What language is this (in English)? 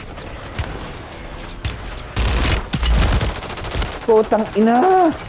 Filipino